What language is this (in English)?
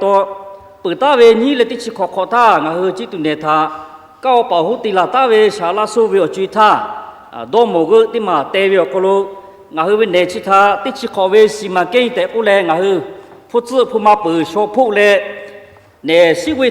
Lahu